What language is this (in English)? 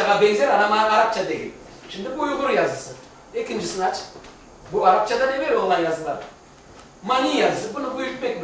Crimean Tatar